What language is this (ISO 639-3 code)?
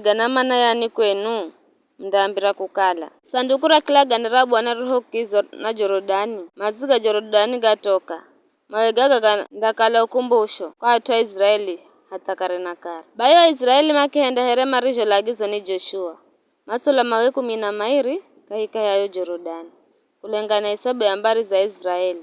nyf